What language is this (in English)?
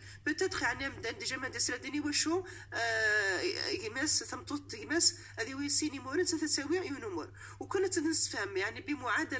Moroccan Arabic